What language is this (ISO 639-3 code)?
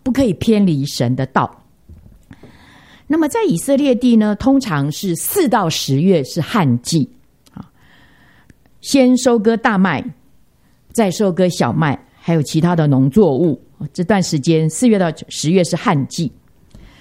zho